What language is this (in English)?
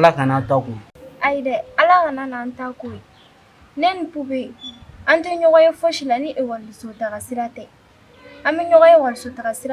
Bambara